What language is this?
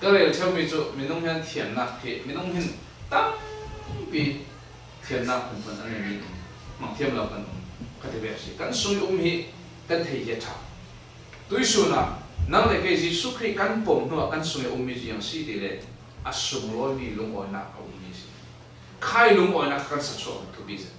Falam Chin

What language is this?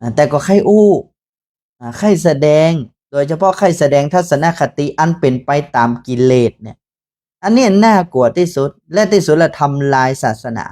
Northern Thai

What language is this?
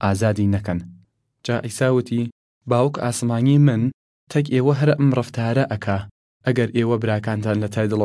Southern Kurdish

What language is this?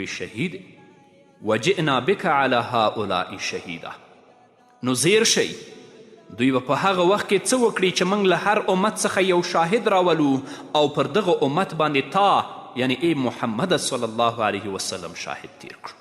Pashto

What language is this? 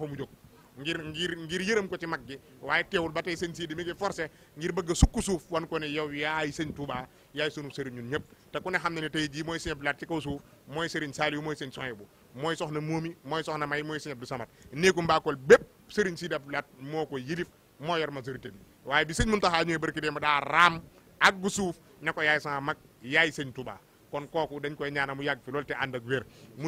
Wolof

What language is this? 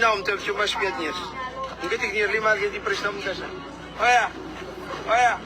Kabuverdianu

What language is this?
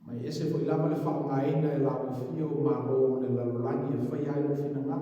Samoan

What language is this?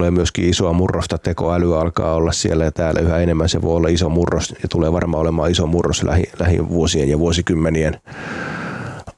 Finnish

